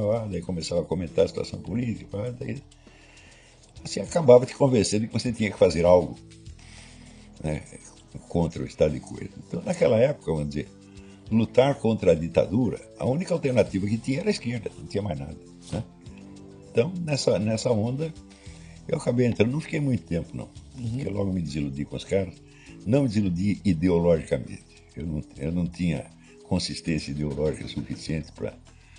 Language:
Portuguese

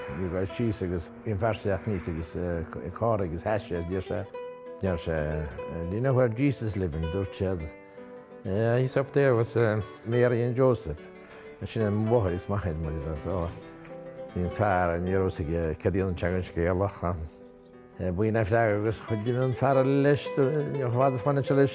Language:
Irish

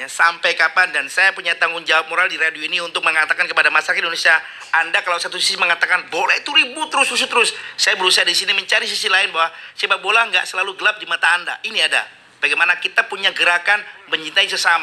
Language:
Indonesian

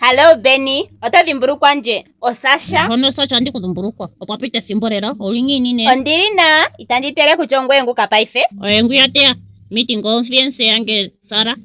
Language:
Ndonga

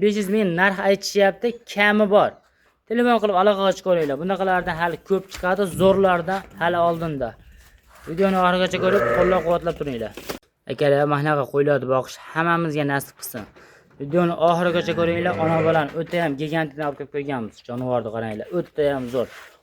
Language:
Uzbek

